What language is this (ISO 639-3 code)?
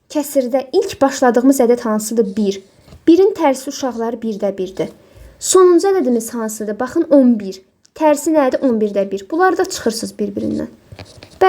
aze